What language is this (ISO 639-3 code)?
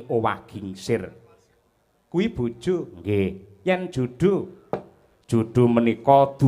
jav